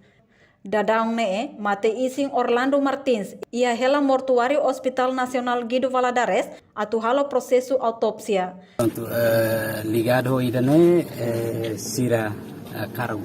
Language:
Tetum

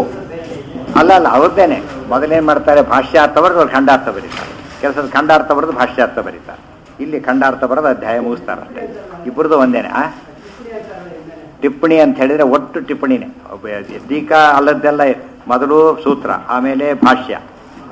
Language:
Kannada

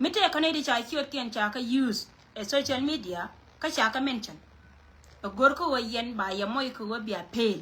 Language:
Nuer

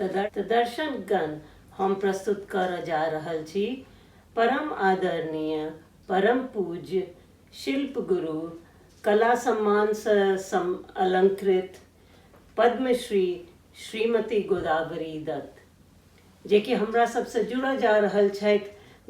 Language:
Maithili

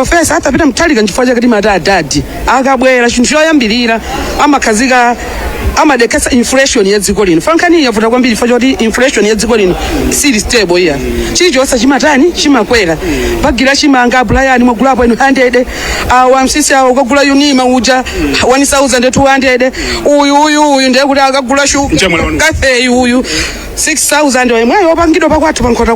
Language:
Nyanja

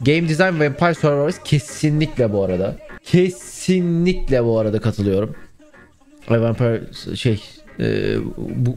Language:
Turkish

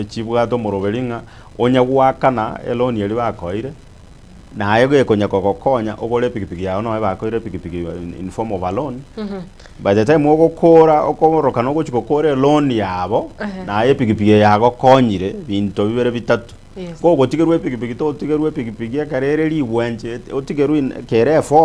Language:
Gusii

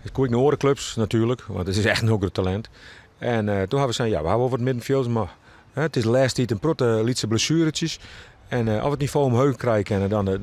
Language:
Western Frisian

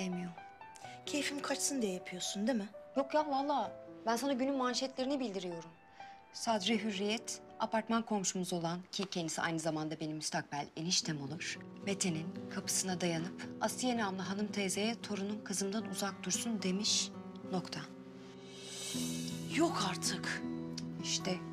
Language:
Turkish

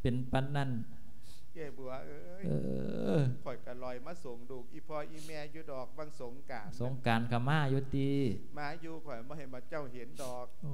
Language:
Lao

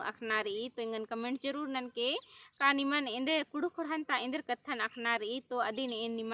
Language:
Kurukh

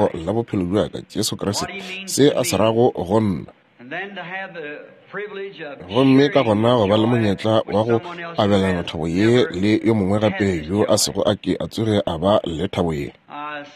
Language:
Northern Sotho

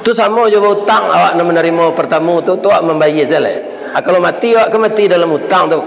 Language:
Minangkabau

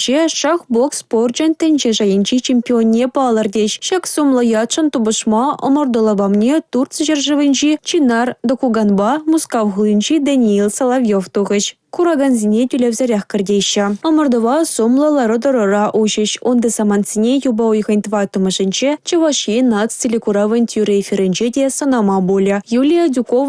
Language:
Chuvash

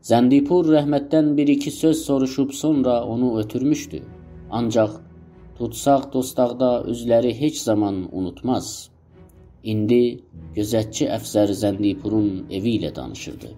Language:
South Azerbaijani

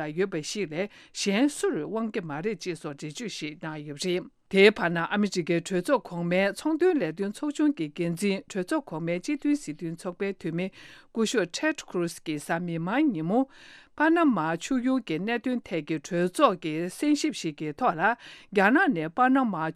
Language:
Tibetan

